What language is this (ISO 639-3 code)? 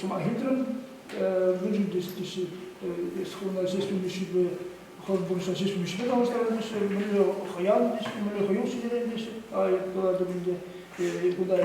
chv